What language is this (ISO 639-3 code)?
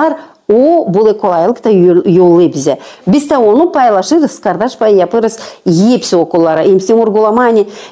gag